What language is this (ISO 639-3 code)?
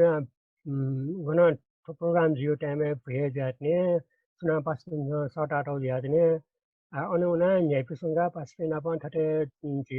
new